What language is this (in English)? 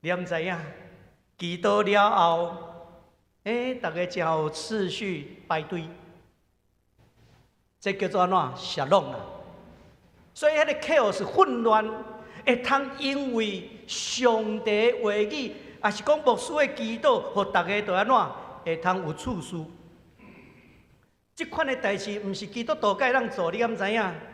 Min Nan Chinese